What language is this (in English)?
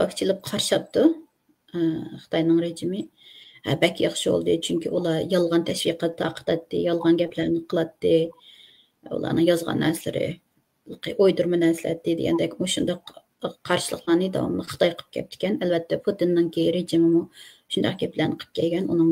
Uyghur